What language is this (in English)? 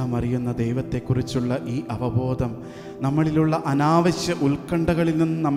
Malayalam